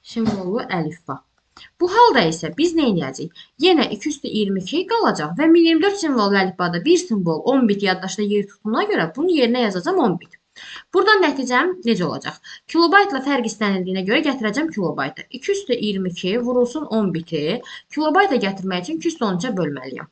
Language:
Azerbaijani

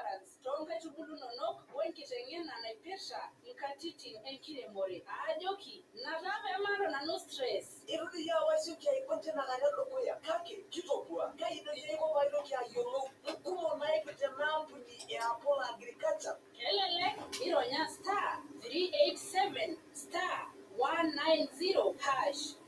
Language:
Masai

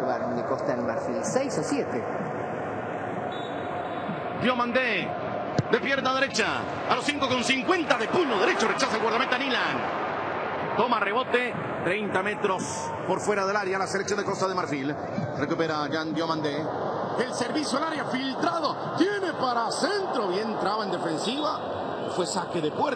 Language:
Spanish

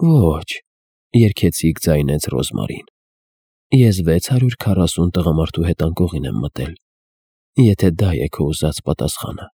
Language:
Armenian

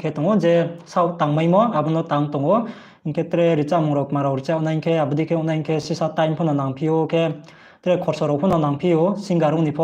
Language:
Riang (India)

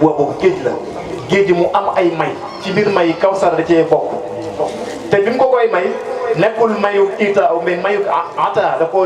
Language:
Wolof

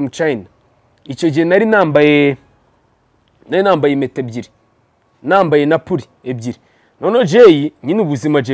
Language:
Kinyarwanda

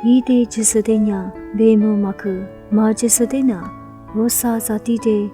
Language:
Lisu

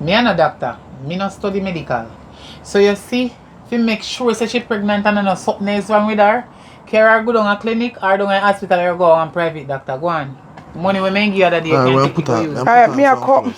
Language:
Jamaican Creole English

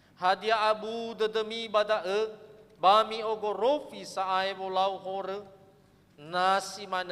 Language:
Nias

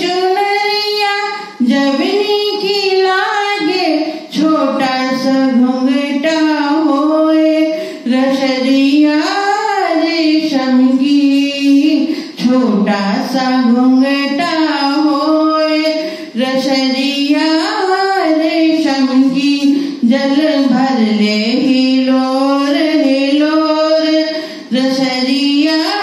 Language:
Bhojpuri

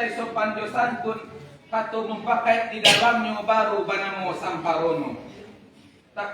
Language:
Minangkabau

